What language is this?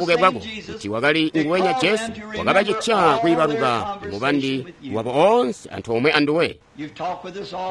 Tonga (Zambia)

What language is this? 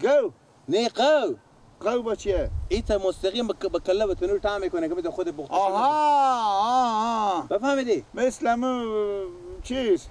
Persian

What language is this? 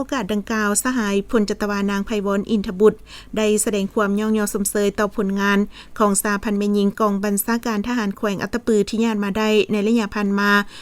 Lao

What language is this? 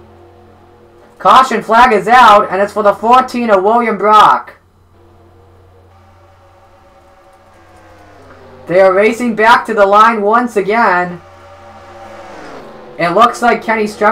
English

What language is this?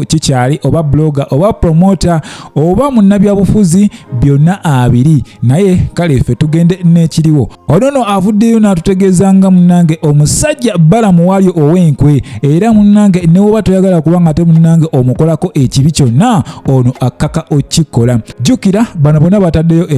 Ganda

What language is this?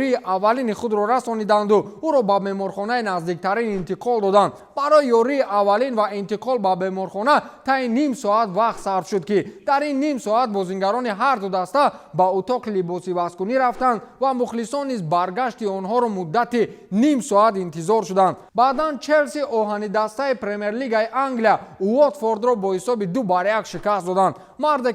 Tajik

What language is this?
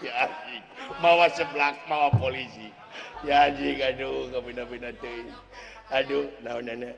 Sundanese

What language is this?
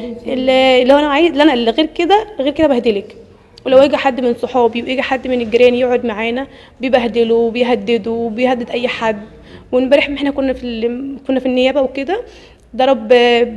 Egyptian Arabic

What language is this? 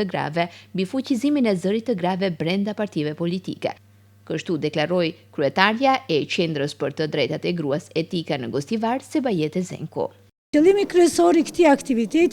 Albanian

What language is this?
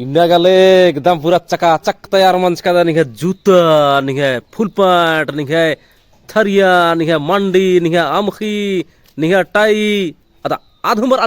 Kurukh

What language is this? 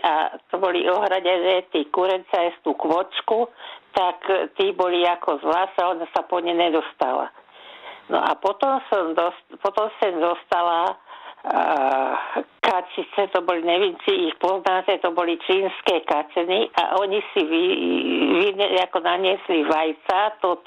Slovak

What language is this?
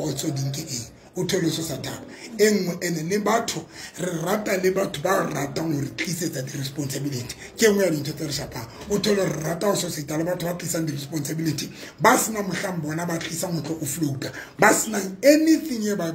Tswana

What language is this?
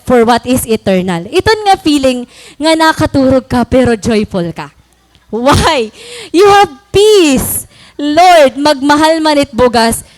Waray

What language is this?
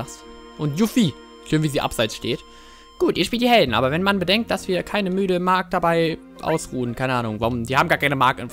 German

